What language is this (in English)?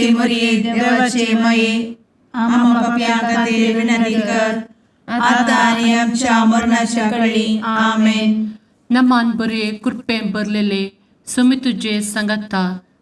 Konkani